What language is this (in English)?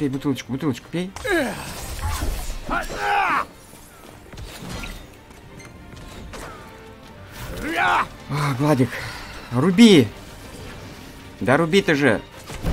Russian